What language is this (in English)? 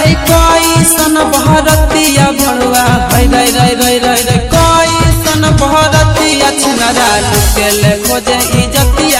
Bhojpuri